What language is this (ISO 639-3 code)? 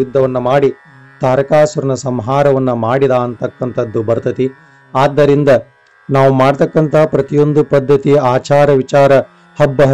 kan